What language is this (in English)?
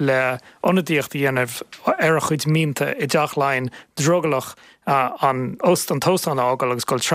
Irish